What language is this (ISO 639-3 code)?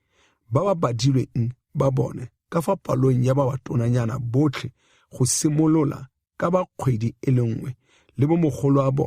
tsn